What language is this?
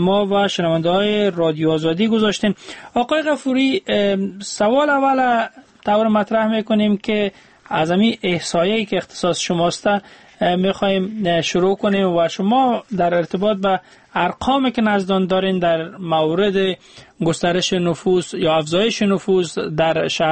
Persian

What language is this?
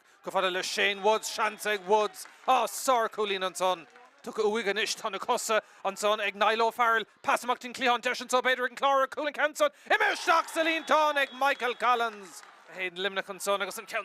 Irish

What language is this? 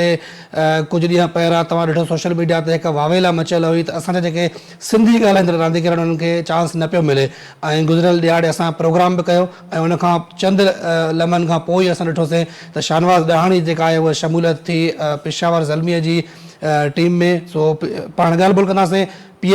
Sindhi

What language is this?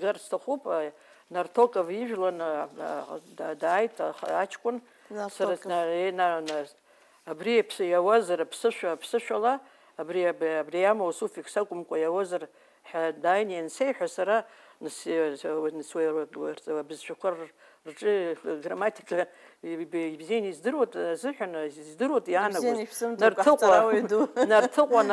Abkhazian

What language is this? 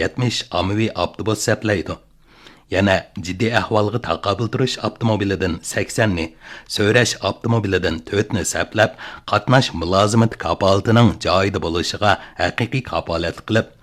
Uyghur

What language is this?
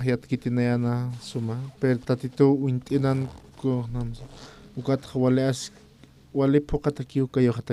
Aymara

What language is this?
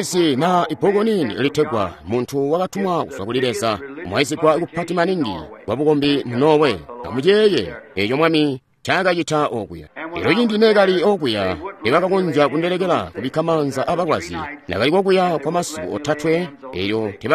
Tonga (Zambia)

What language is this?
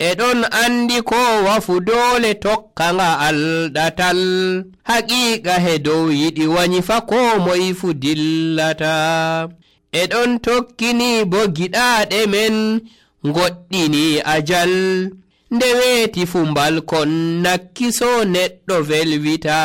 Nigerian Fulfulde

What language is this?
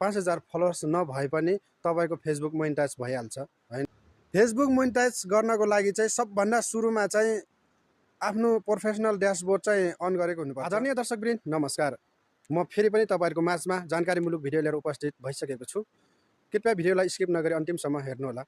Nepali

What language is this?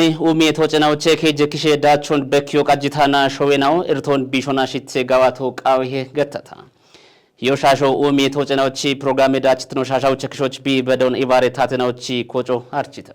Kafa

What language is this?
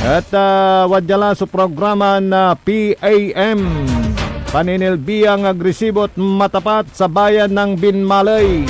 Pangasinan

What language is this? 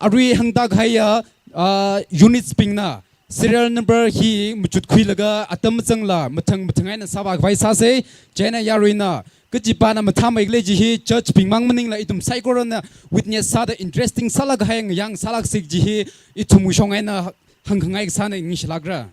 Tangkhul Naga (India)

